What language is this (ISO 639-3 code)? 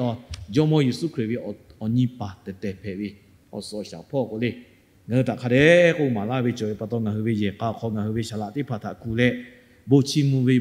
lhu